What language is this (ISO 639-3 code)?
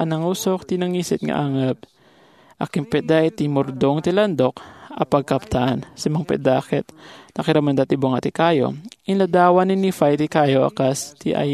ilo